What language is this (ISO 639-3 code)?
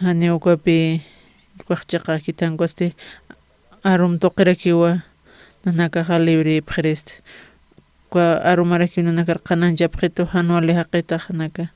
aym